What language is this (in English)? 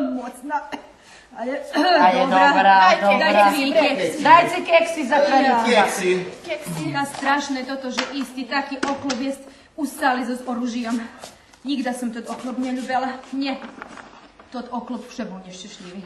Rusyn